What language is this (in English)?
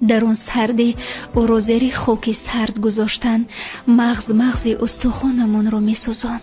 Tajik